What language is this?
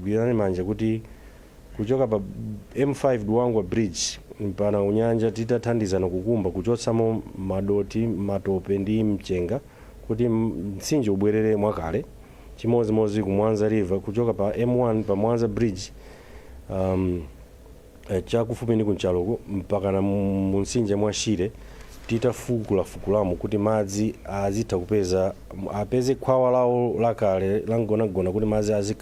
Nyanja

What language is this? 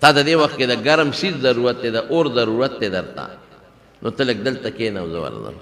Pashto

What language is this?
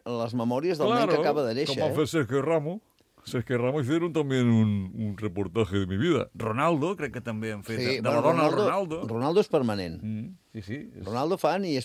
Catalan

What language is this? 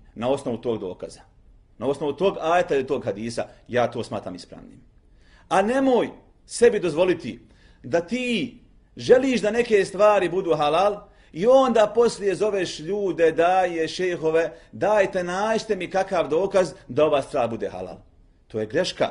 Bosnian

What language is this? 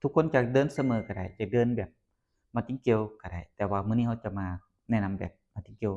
Lao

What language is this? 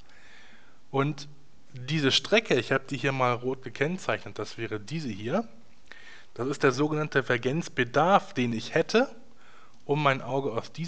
German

